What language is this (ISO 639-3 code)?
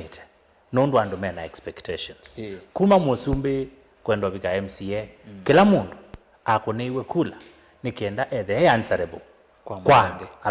kam